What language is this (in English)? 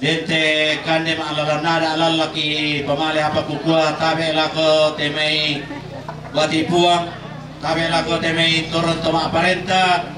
Toraja-Sa'dan